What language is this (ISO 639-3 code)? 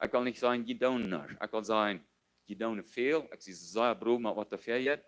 pdt